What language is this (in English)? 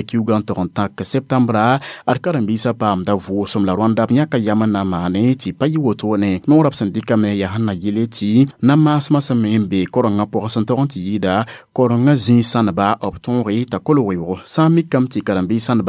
Mossi